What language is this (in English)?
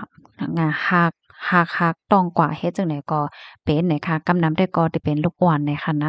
Shan